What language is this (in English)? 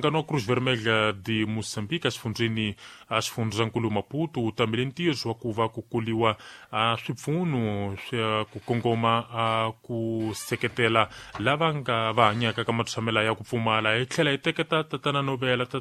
Tsonga